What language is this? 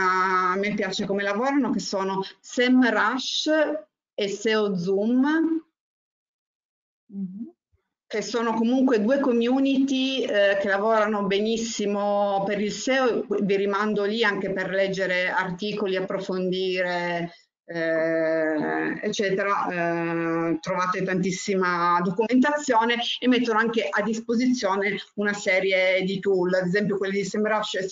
Italian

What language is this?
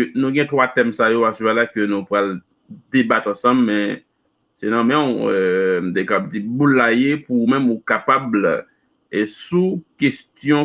Haitian Creole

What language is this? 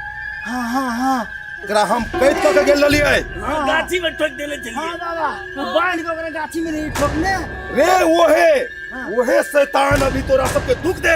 Maithili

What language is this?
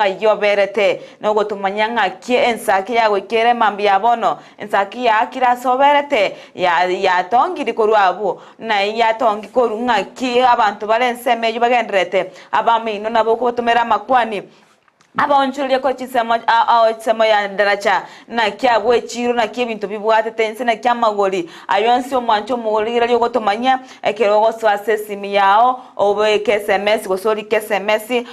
Gusii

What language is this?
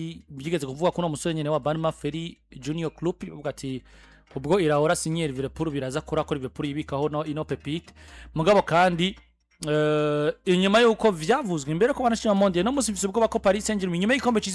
Rundi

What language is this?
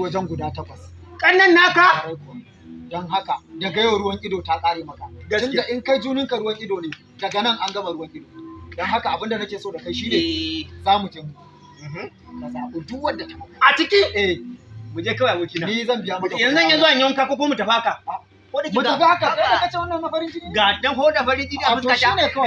Hausa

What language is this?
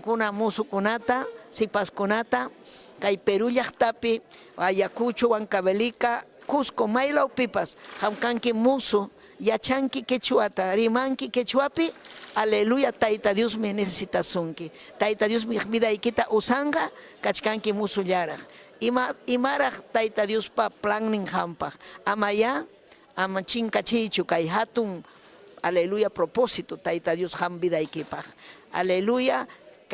Ayacucho Quechua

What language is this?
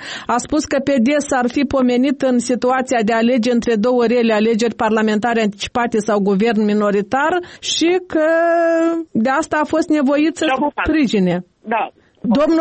Romanian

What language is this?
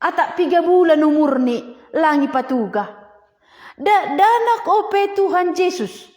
Batak Simalungun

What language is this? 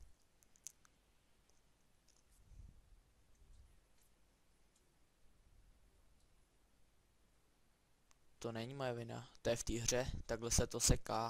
Czech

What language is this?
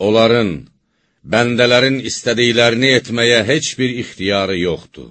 Azerbaijani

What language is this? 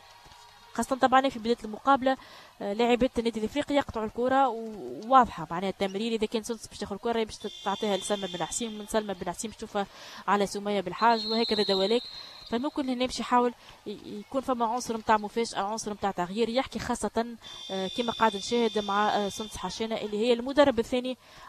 Tunisian Arabic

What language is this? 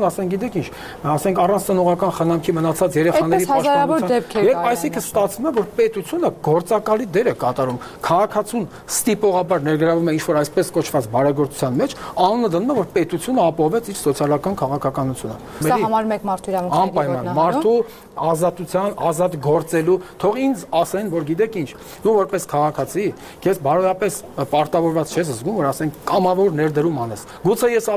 Armenian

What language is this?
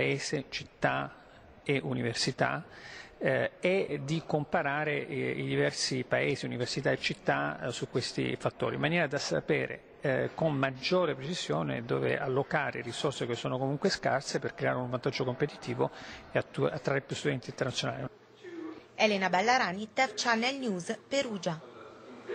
Italian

